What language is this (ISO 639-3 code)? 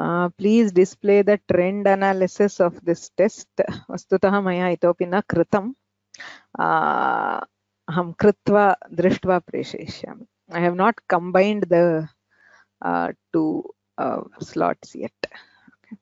san